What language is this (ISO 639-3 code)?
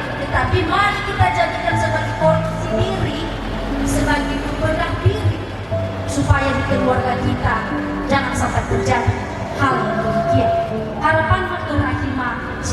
nia